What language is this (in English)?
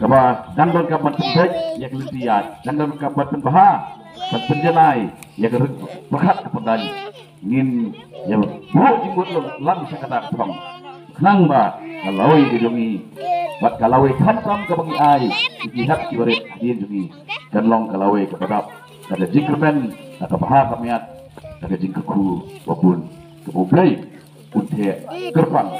Khasi